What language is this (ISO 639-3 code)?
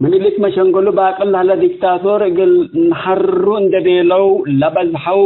tig